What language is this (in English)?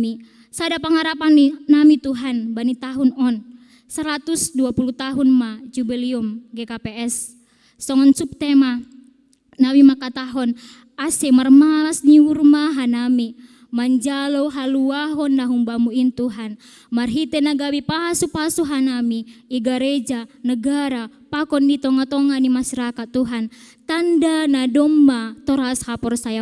Batak Simalungun